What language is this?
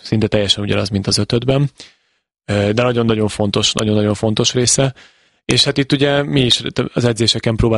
Hungarian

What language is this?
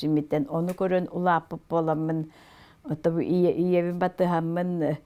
Yakut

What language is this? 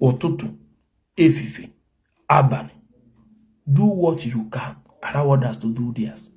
Igbo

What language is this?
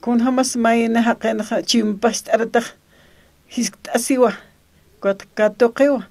Aymara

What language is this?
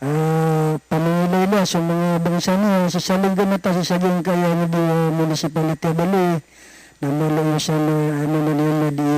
Maranao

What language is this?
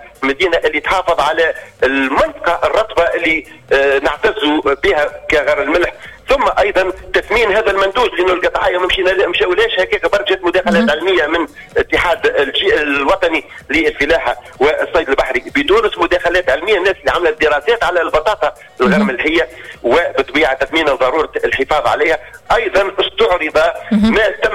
Tunisian Arabic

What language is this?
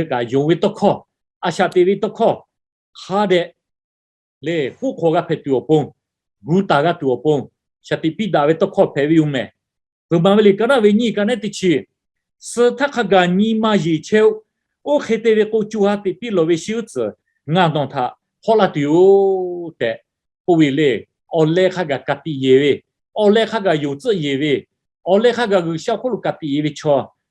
Lahu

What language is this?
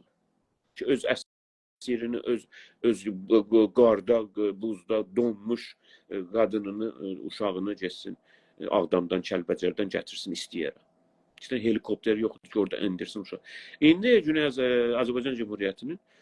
South Azerbaijani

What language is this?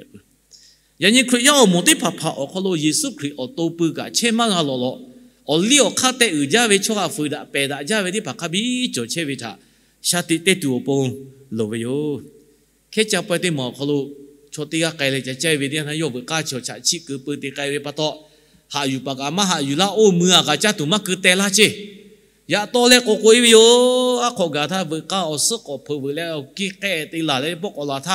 Lahu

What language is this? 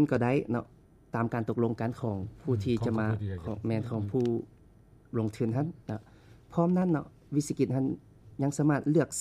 Lao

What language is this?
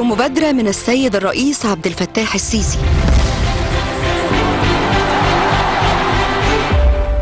Arabic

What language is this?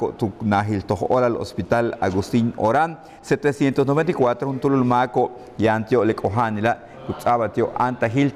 Yucateco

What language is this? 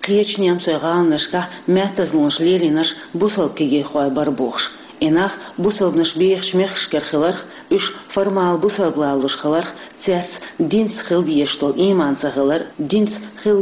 Chechen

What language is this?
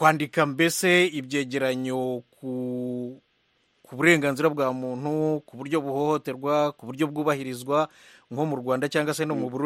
Kinyarwanda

